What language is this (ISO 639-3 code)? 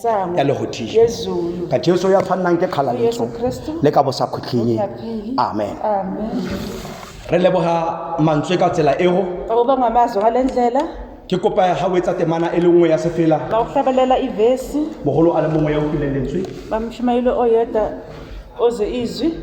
tsn